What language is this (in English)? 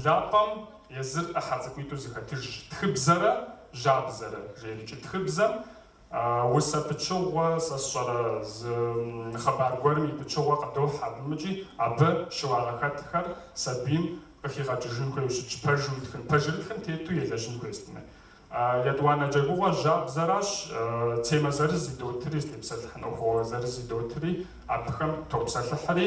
Kabardian